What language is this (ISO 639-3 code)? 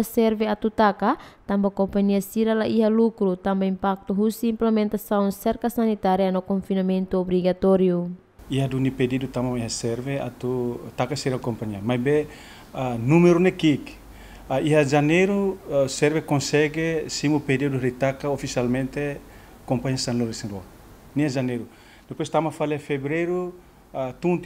tet